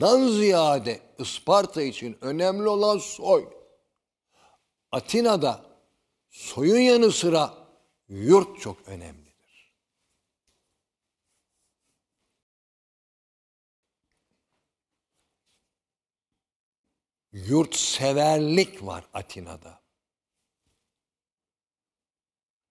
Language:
Turkish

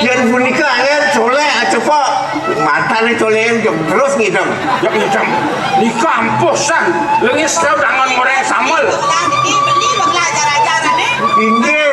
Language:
Balinese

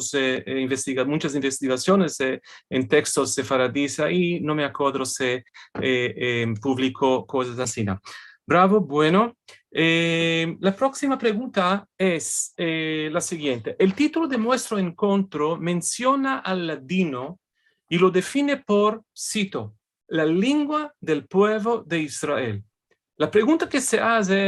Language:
Ladino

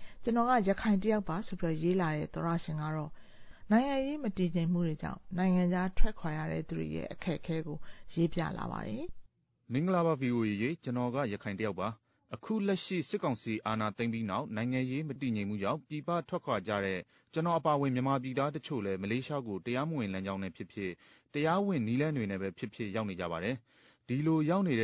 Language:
Burmese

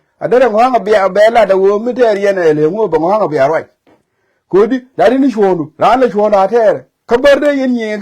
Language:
Nuer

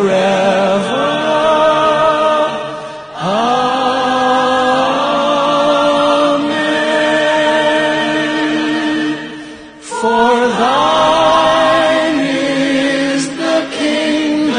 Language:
English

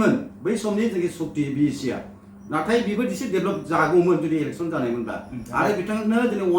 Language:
Bodo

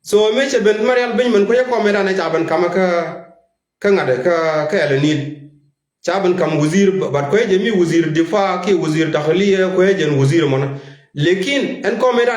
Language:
Nuer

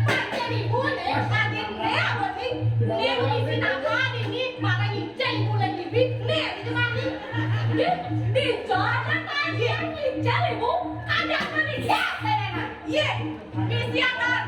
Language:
Balinese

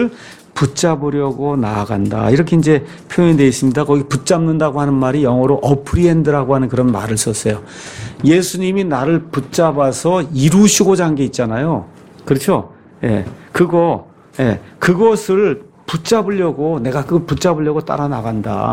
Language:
Korean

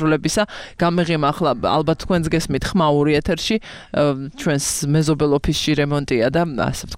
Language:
Georgian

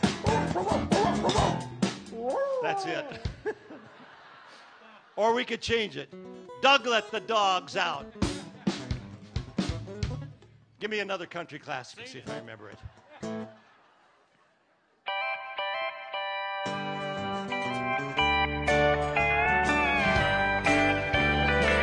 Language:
English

